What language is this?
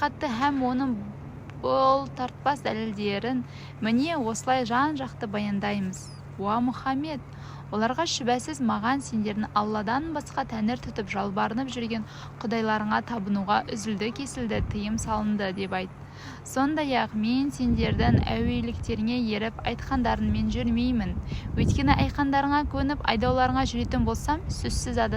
Kazakh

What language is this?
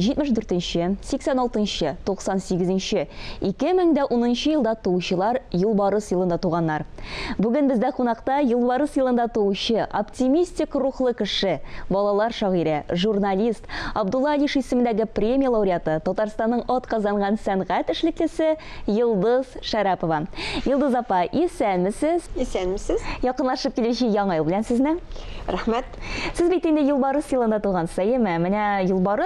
Tatar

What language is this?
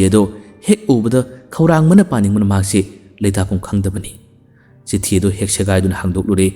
Manipuri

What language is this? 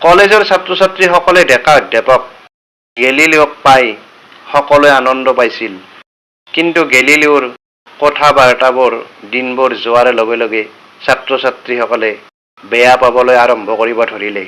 Assamese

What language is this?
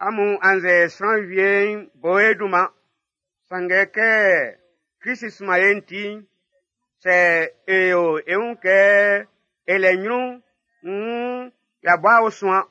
Baoulé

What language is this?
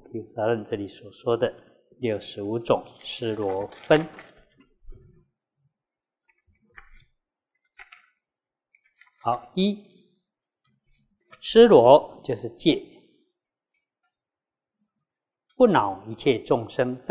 Chinese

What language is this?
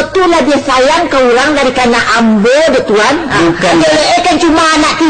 Minangkabau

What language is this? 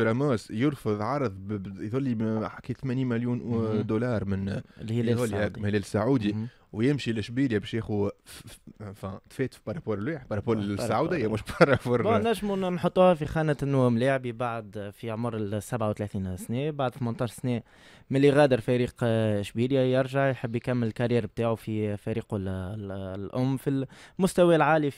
Tunisian Arabic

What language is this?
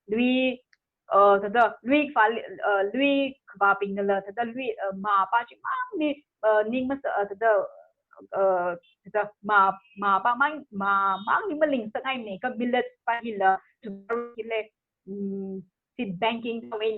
Tangkhul Naga (India)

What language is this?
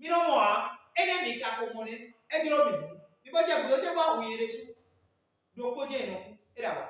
Fon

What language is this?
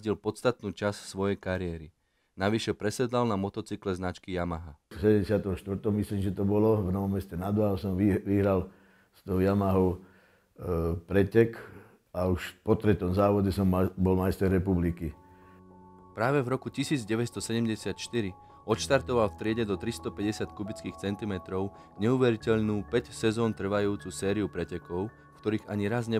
Slovak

